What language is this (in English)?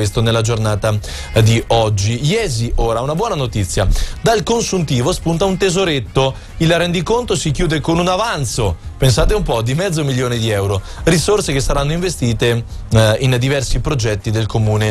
Italian